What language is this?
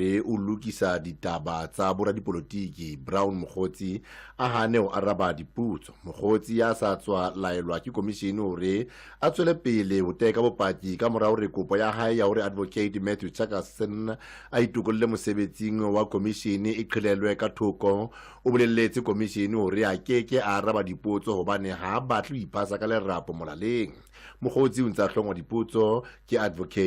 Southern Sotho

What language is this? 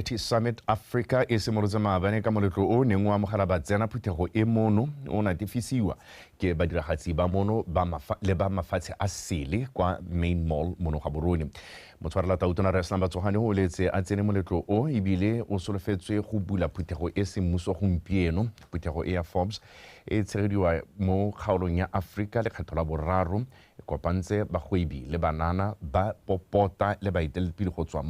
Tswana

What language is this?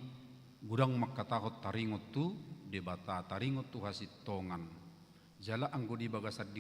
Batak Toba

